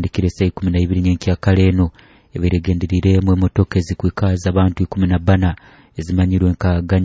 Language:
Nyoro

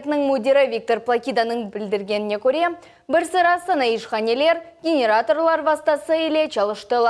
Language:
Crimean Tatar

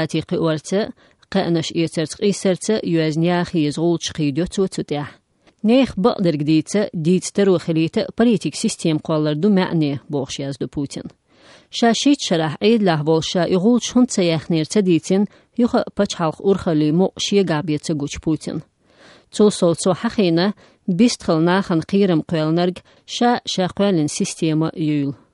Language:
Chechen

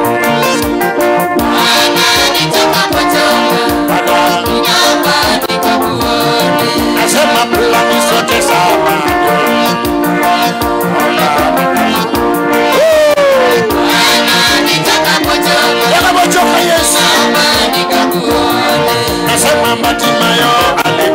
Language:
Swahili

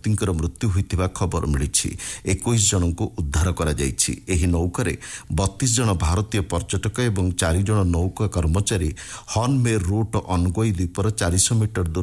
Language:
Odia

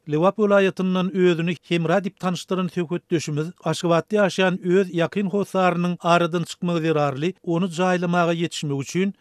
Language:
Turkmen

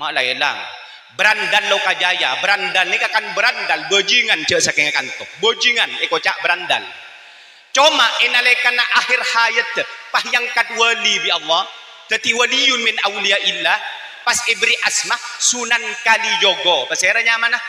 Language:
Madurese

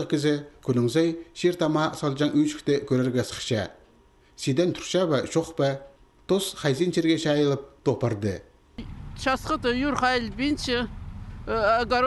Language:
Khakas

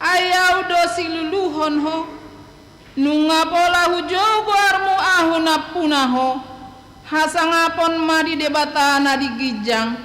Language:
Batak Toba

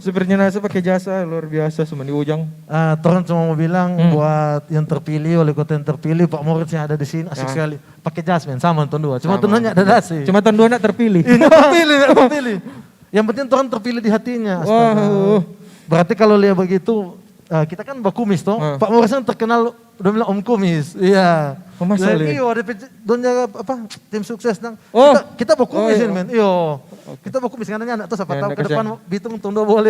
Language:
Manado Malay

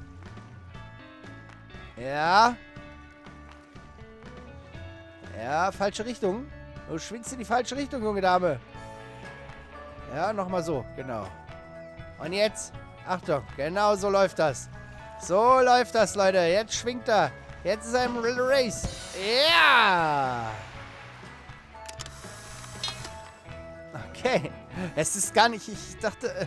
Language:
German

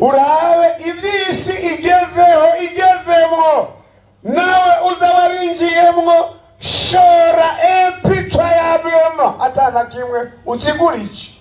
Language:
Rundi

